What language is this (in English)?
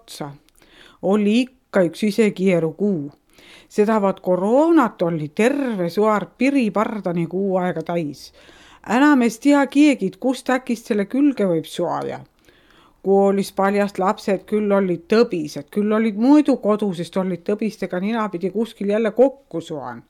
Estonian